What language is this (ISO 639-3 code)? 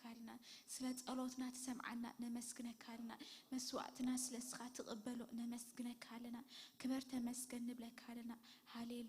tir